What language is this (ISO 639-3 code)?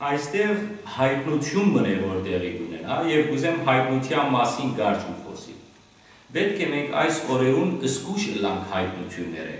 hyw